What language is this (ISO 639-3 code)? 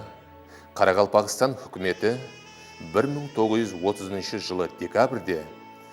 kaa